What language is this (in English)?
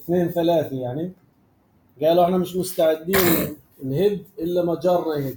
North Levantine Arabic